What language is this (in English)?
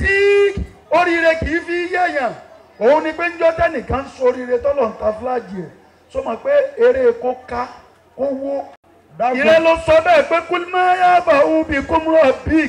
Yoruba